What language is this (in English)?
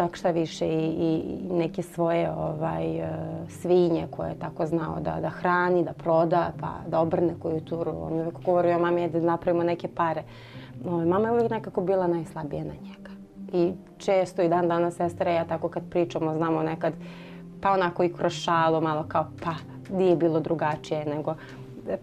Serbian